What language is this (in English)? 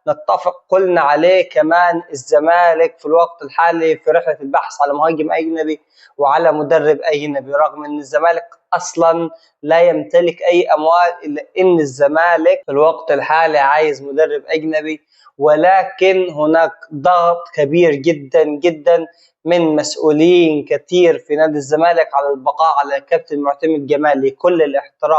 Egyptian Arabic